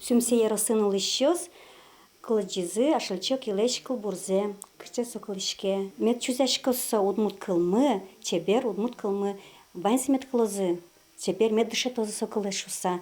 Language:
Udmurt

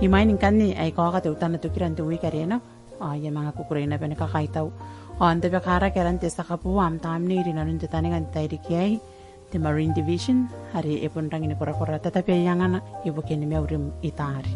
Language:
Gilbertese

